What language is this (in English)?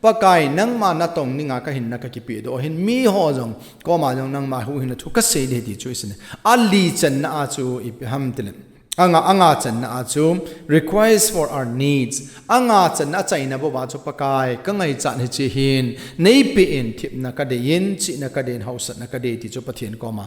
Thado Chin